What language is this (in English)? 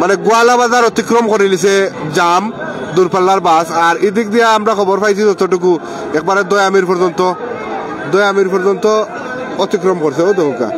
Sylheti